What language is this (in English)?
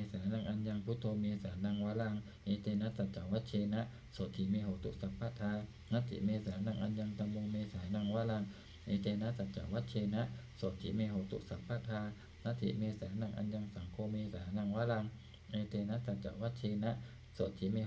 Pali